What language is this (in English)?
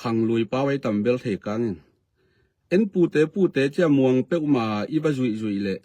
Tedim Chin